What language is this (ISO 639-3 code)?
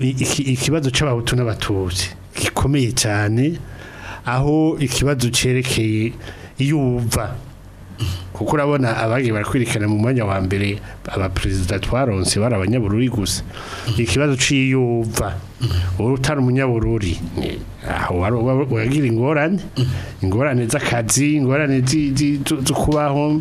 run